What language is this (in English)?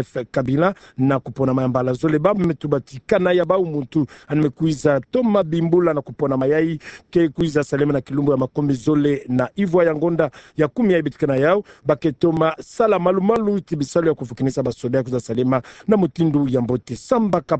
Kituba (Democratic Republic of Congo)